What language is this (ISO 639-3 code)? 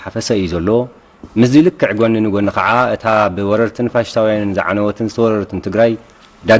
tir